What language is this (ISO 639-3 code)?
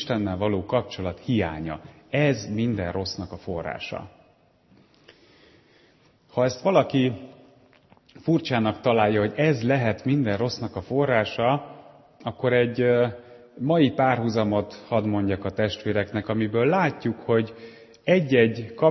hun